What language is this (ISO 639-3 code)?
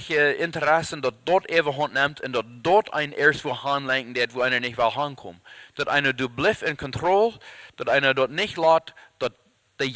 pdt